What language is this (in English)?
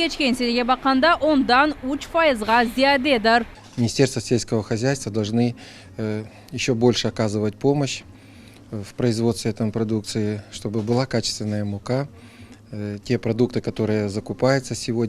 Crimean Tatar